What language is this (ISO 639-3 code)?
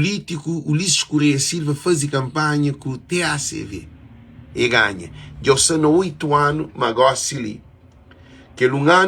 kea